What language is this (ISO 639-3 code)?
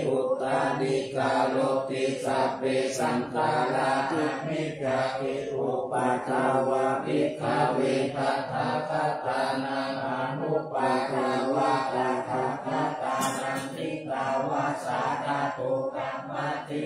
pli